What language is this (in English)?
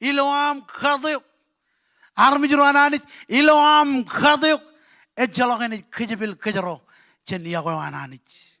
Marshallese